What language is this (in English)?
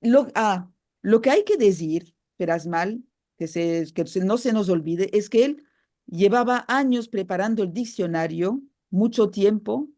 Ladino